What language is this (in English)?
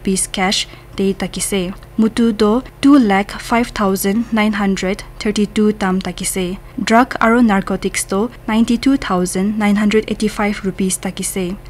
Naga Pidgin